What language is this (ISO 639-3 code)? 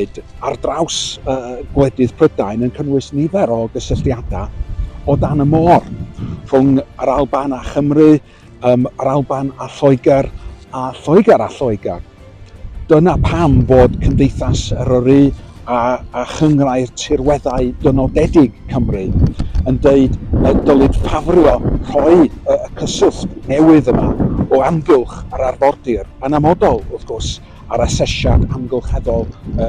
cym